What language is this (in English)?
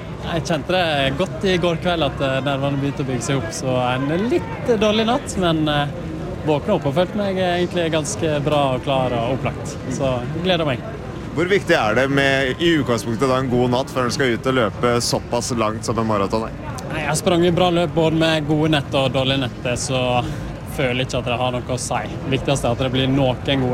Norwegian